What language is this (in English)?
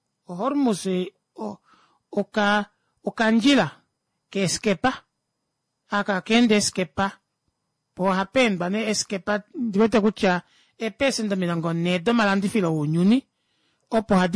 Kuanyama